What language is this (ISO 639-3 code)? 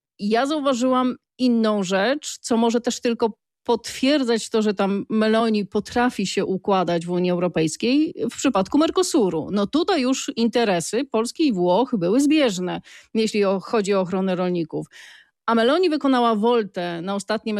pol